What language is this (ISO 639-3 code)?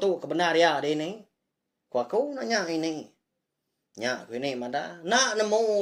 iba